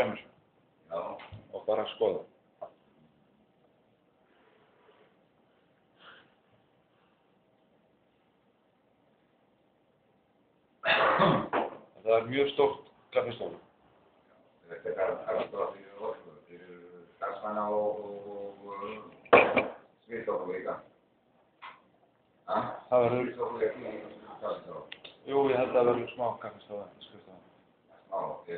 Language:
Icelandic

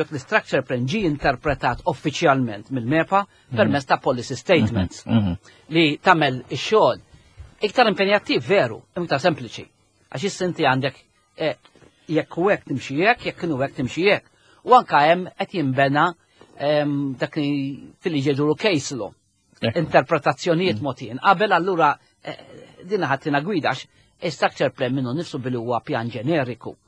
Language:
Maltese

